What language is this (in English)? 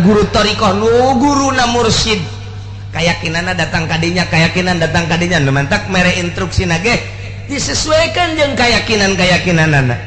Sundanese